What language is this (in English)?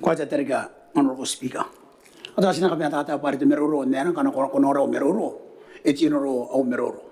Gilbertese